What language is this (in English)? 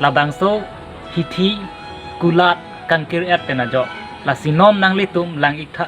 Karbi